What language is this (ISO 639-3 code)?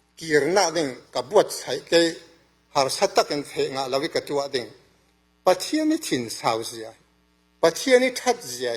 cfm